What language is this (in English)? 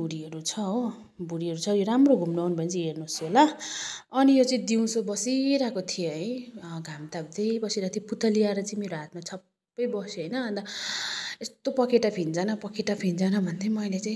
Nepali